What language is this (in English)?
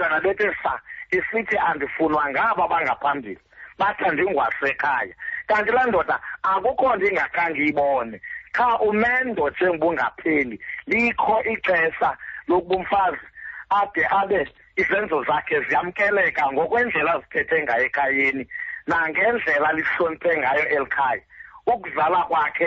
Xhosa